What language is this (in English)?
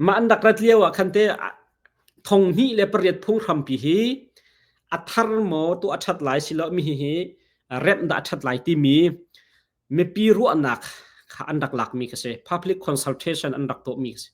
Hakha Chin